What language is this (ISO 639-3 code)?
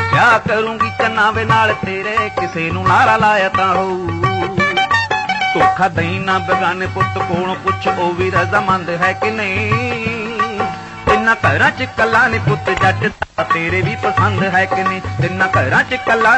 pan